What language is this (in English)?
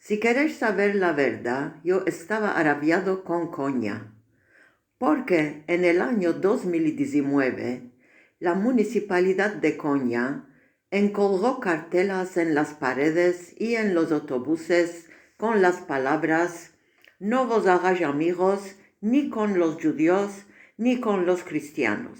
Ladino